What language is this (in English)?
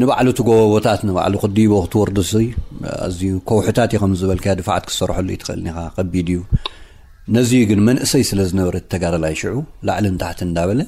Tigrinya